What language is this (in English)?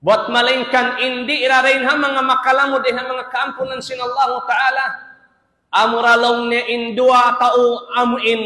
Tausug